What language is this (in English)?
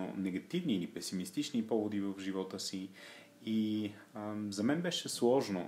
Bulgarian